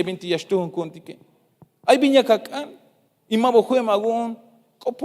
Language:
Tzeltal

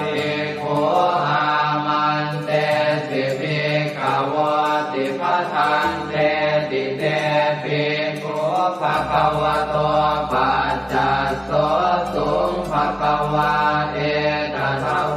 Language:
Pali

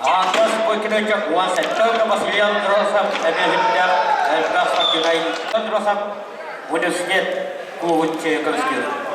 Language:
Yakut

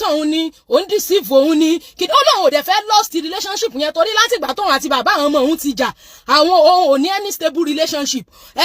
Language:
Yoruba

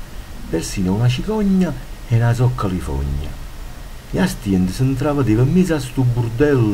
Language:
Neapolitan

